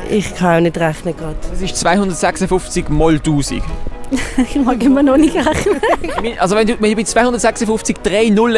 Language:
Swiss German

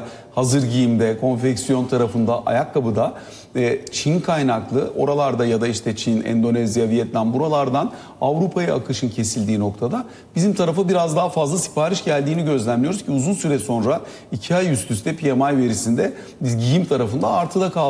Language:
Turkish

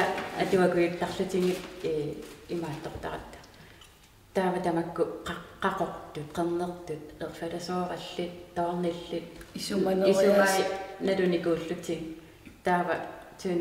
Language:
Kalaallisut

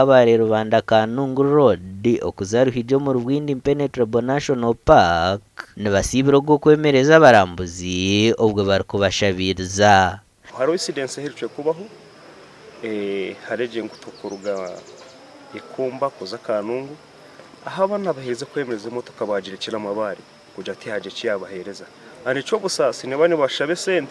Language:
Nyankole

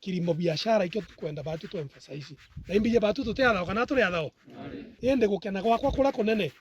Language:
Meru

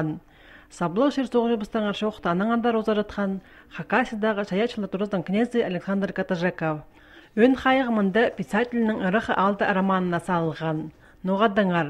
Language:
Khakas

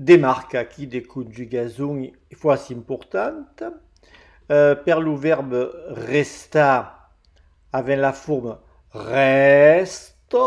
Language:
Occitan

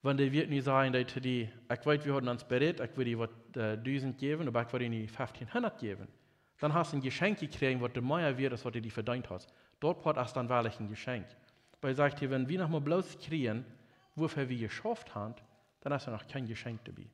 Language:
Plautdietsch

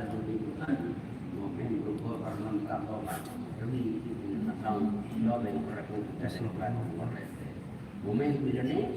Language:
Tetum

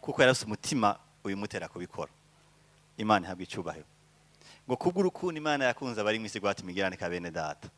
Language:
Rundi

